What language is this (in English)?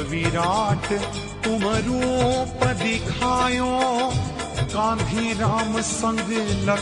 Hindi